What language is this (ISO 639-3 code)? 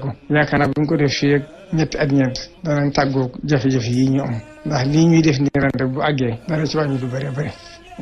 wol